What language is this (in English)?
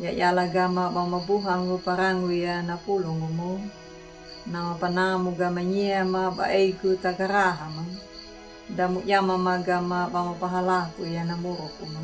Anakalangu